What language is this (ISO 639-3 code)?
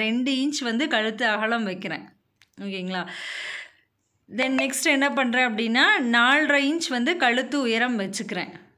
tam